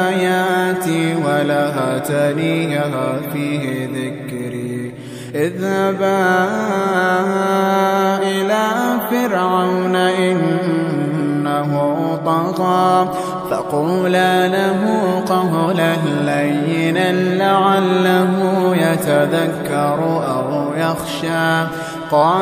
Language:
Arabic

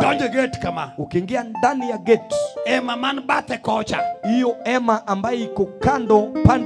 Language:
Swahili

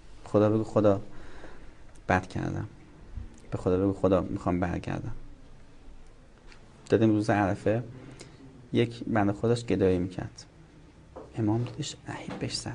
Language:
Persian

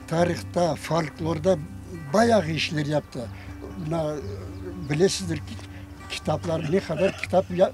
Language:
Crimean Tatar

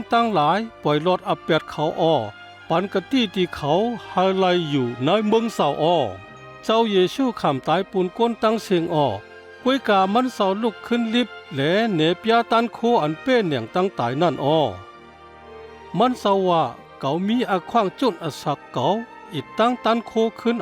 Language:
Shan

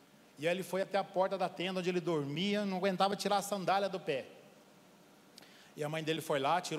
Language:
Portuguese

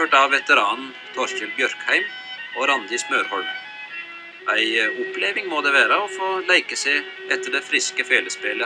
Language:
Norwegian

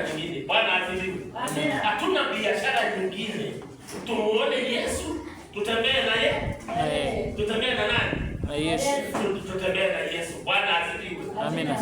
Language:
Swahili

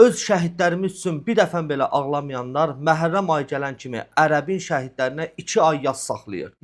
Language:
Azerbaijani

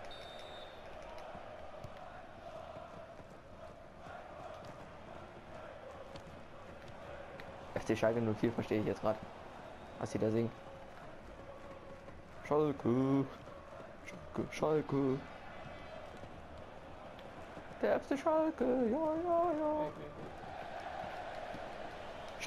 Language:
German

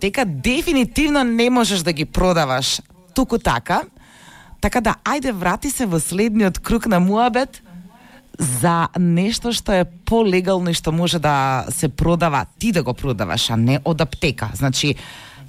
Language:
Macedonian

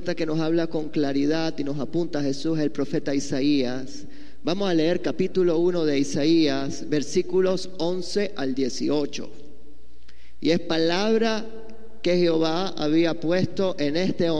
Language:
Spanish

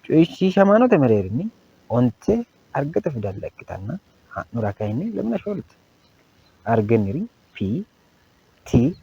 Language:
Sidamo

